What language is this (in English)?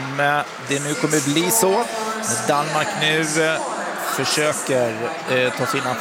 Swedish